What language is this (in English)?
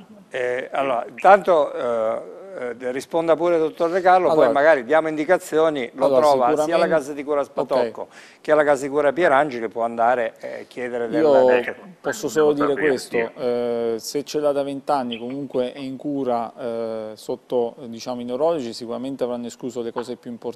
Italian